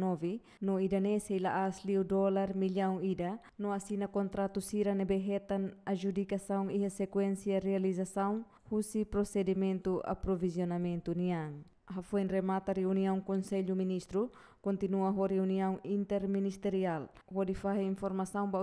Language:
Tetum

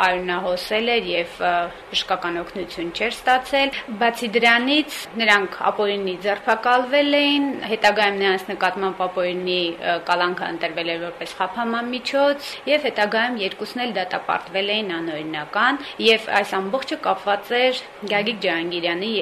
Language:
Armenian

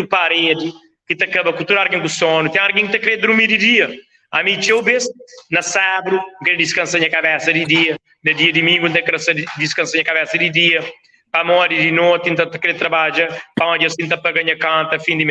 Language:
Kabuverdianu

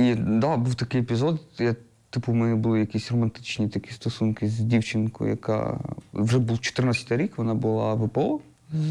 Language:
Ukrainian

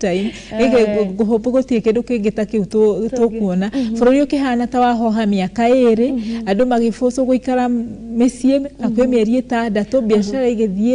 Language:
Kikuyu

